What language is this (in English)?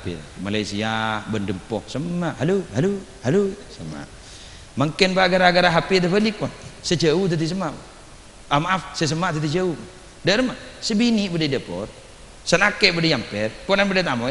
Madurese